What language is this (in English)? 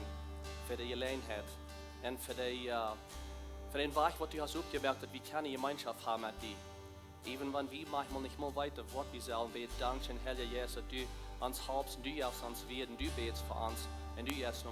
Plautdietsch